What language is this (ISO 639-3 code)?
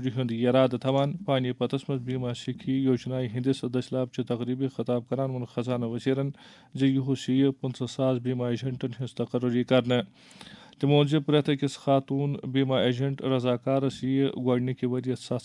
kas